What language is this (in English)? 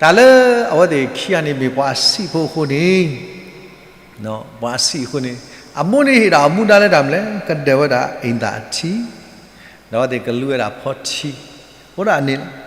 S'gaw Karen